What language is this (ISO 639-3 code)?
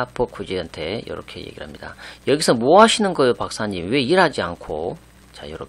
kor